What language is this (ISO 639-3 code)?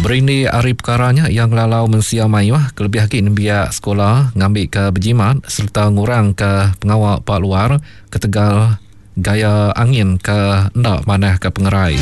iba